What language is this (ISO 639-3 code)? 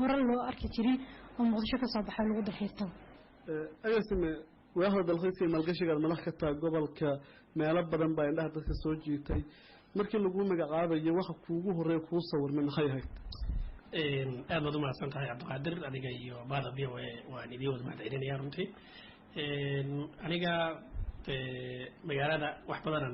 som